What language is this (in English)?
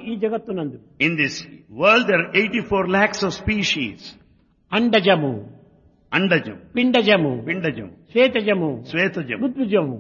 Telugu